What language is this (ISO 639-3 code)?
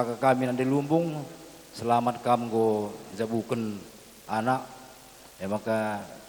btx